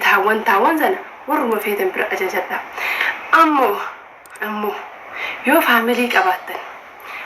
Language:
Oromo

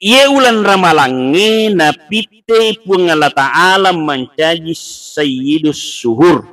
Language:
Buginese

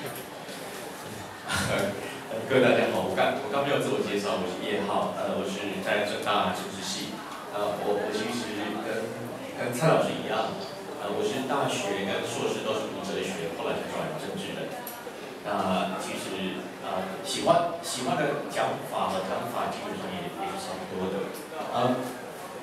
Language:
Chinese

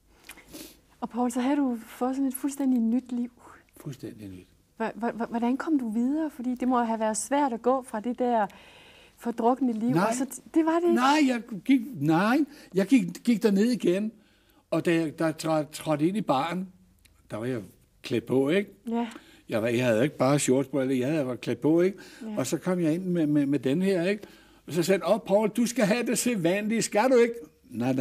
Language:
Danish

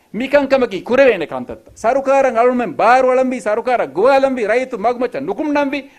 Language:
Divehi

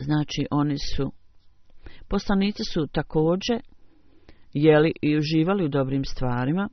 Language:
Bosnian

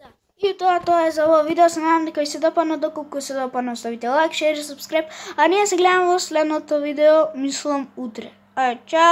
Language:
Macedonian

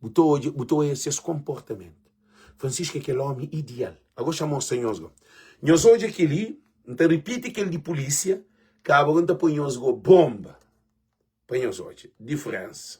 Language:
Kabuverdianu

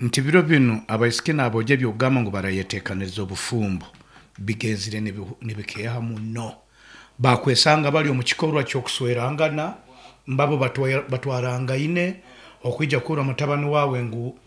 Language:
Nyankole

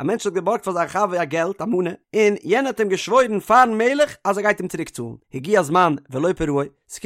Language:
Yiddish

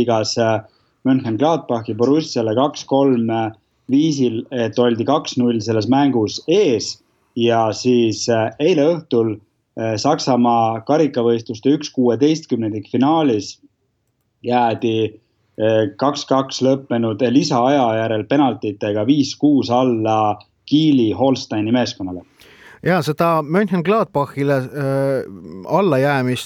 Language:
Estonian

